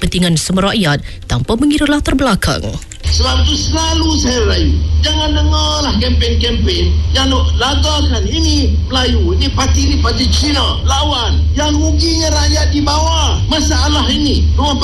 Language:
Malay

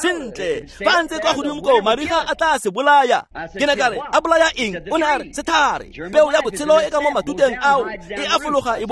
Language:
Tswana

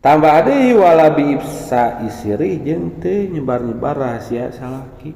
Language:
Sundanese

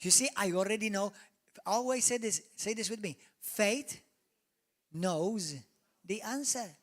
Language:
English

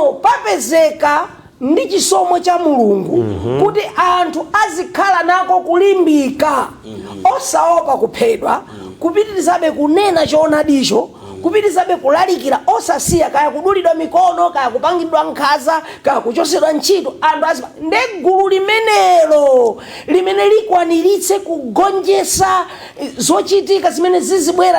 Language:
Nyanja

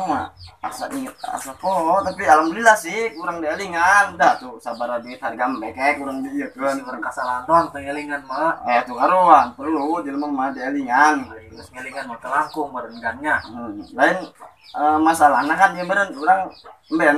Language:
Sundanese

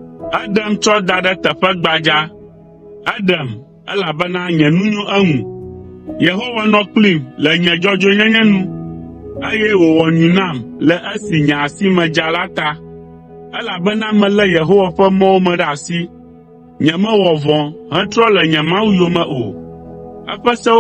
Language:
Ewe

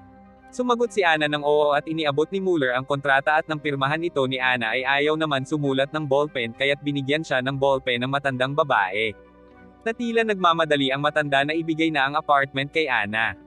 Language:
Filipino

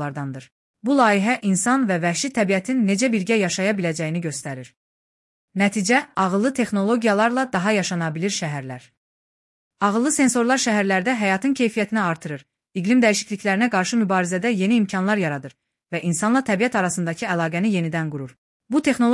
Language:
Azerbaijani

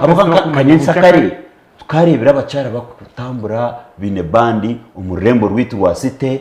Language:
Nyankole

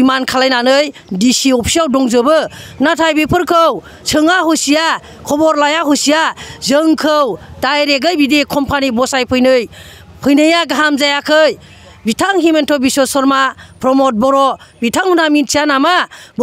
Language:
Bodo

